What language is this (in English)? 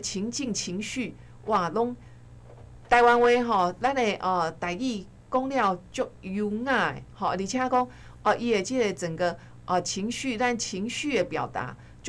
Min Nan Chinese